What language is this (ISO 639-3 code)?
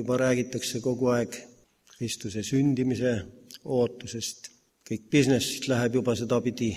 est